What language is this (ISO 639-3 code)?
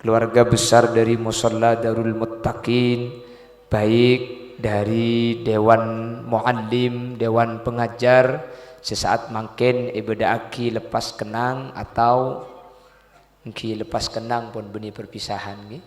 mad